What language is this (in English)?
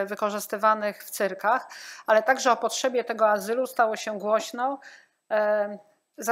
Polish